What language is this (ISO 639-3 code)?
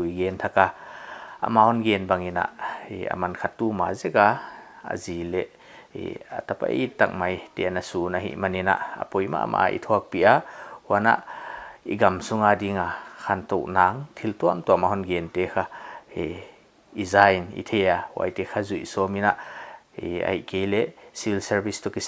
pck